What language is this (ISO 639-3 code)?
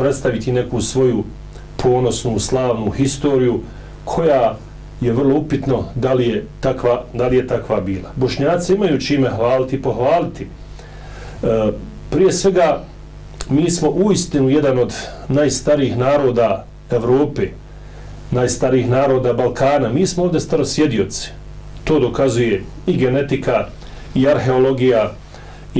bos